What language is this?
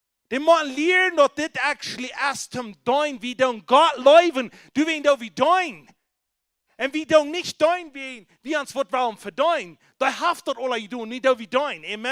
Plautdietsch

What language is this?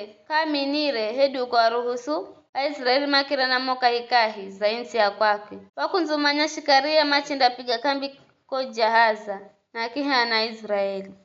Giryama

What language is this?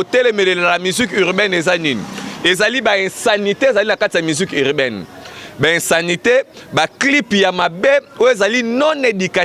Lingala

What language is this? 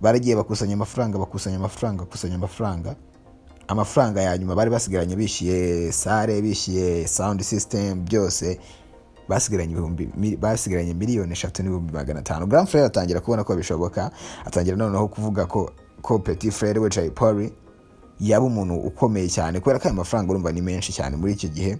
Kinyarwanda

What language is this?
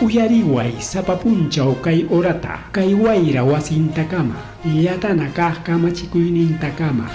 Ayacucho Quechua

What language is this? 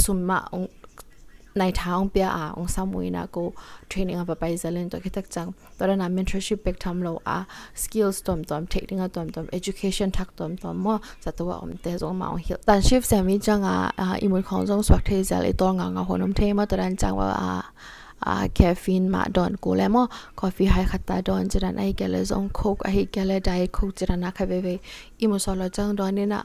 Tedim Chin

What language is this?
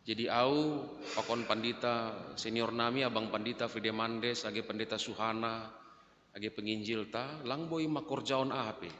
Batak Simalungun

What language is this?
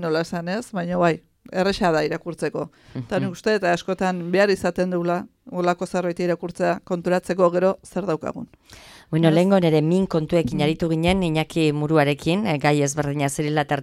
Basque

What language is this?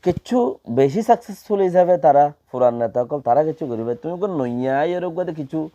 Rohingya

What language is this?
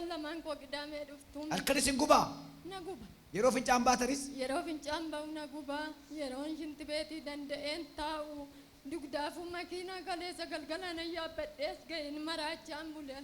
Oromo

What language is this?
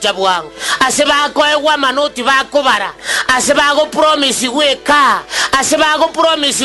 Gusii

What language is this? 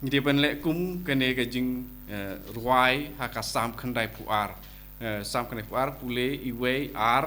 Khasi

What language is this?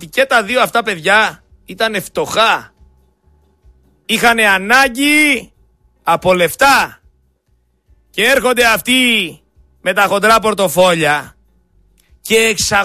Greek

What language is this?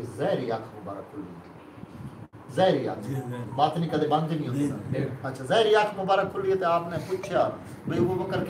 Saraiki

